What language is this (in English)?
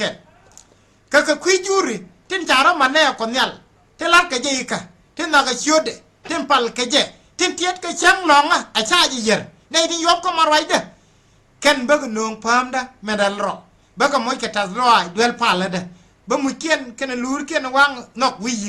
Nuer